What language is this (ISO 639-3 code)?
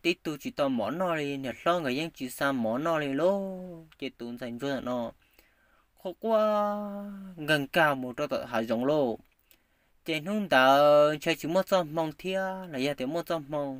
hmn